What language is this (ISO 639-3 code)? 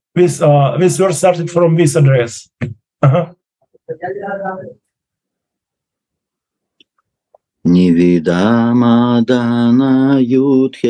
rus